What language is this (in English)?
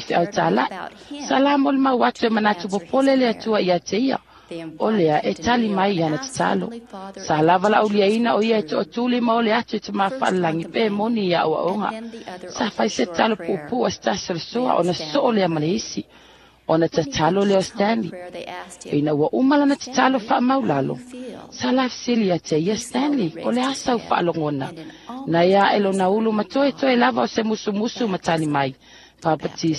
Samoan